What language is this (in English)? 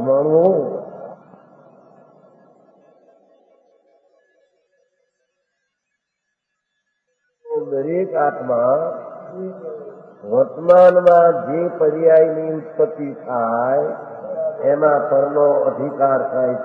Gujarati